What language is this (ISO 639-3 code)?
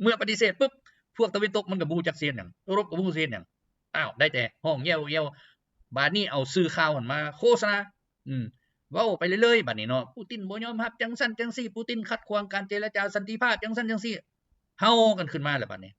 lao